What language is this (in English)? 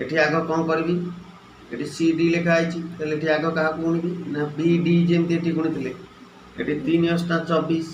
Odia